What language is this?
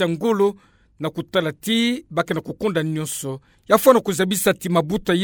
Kituba (Democratic Republic of Congo)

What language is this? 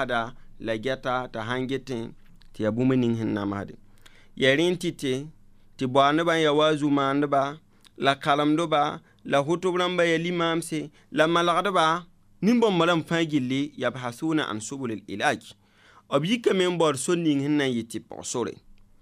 Mossi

